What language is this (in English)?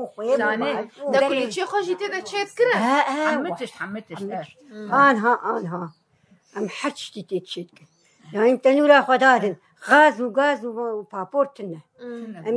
Kurdish